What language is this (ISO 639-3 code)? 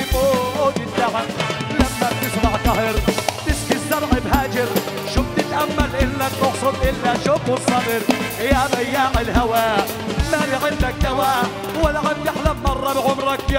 ajp